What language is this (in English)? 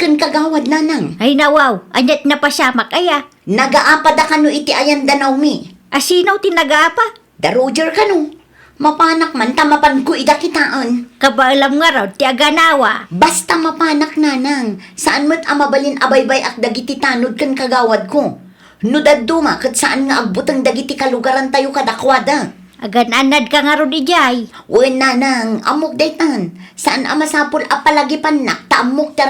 Iloko